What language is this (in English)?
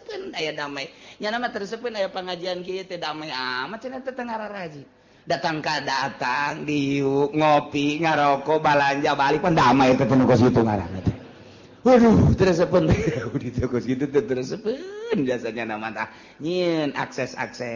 Sundanese